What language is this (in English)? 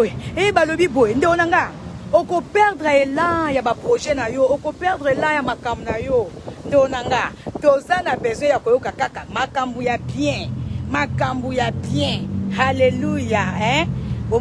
Lingala